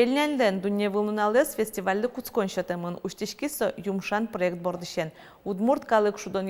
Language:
Udmurt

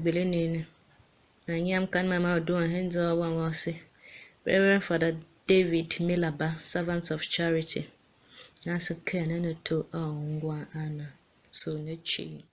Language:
Tiv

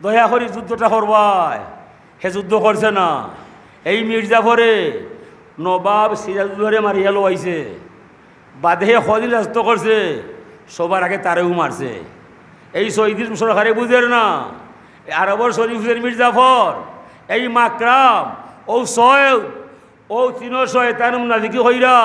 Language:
Sylheti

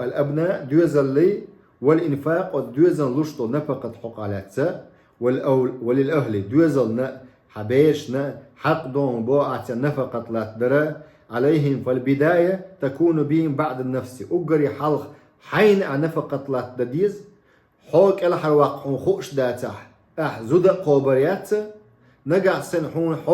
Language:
Chechen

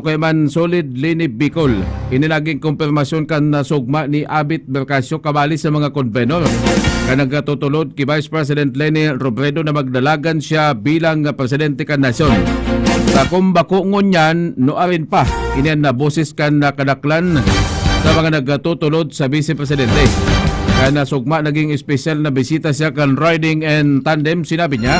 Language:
Bikol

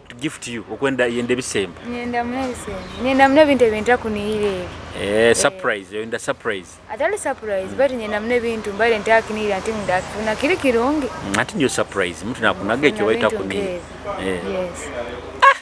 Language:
Nyoro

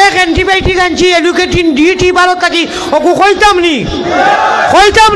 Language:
Sylheti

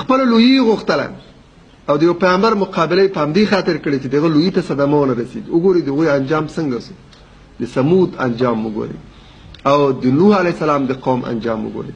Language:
Pashto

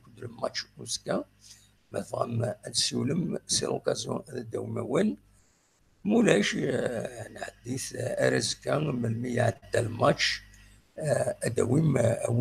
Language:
Kabyle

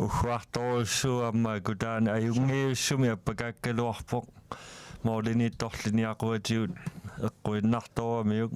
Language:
Kalaallisut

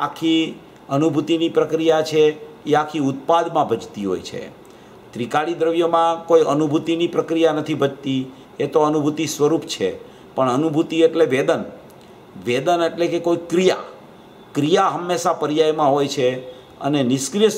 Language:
Gujarati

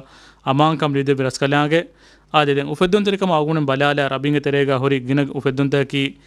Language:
Divehi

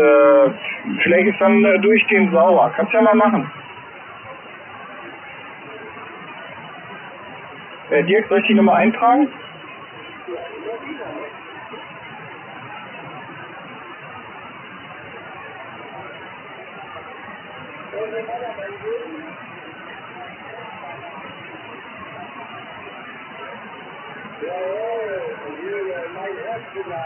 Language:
German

